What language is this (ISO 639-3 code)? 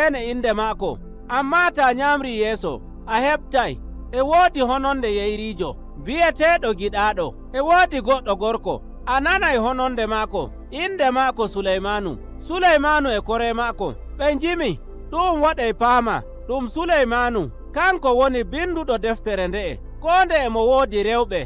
fuv